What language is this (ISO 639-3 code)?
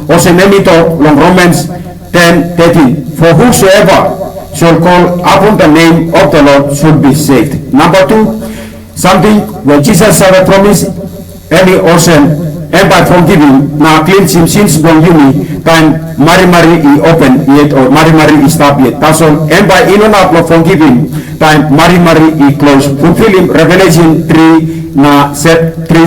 tpi